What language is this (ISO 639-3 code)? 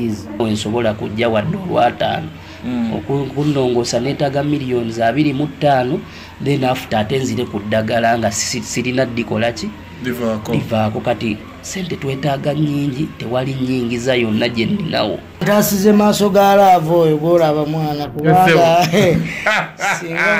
lug